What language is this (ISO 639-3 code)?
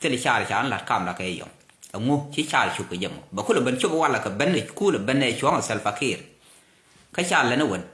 nus